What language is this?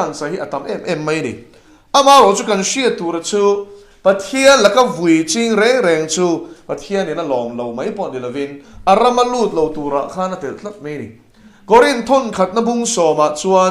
Mizo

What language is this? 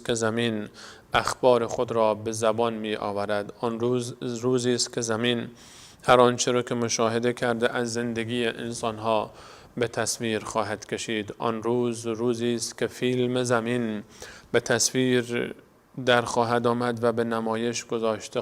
Persian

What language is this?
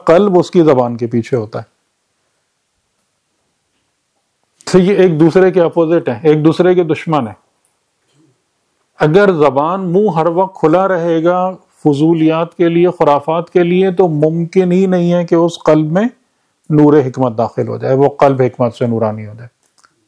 Urdu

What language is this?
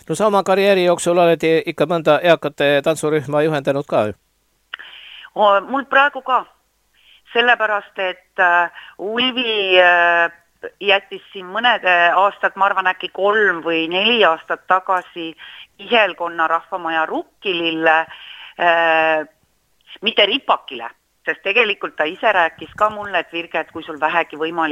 Estonian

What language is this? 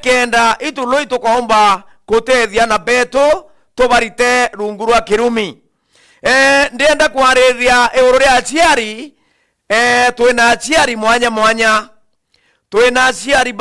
Meru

